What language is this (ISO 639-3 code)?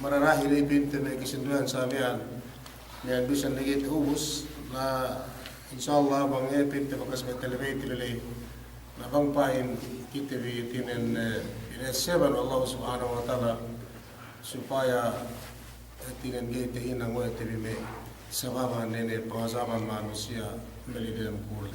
yka